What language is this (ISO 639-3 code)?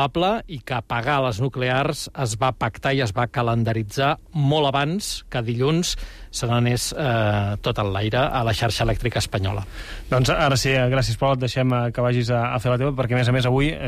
cat